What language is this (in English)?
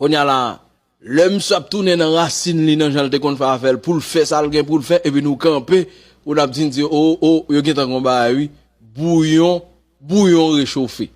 Haitian Creole